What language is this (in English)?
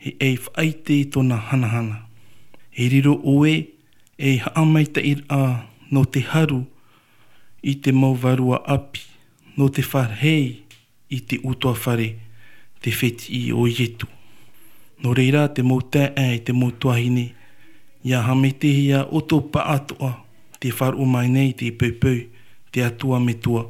Tahitian